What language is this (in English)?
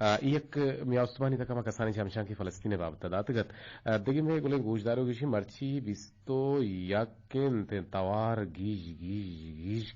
Eastern Balochi